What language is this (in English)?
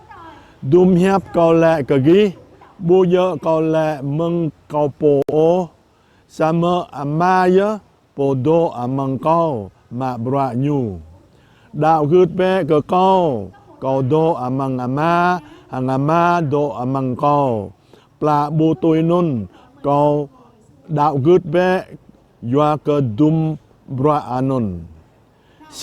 Jarai